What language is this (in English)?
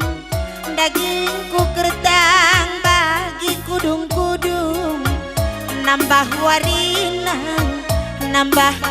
Batak Karo